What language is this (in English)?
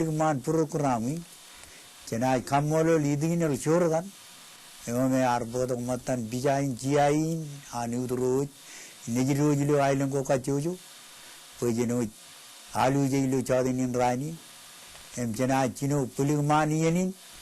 Marshallese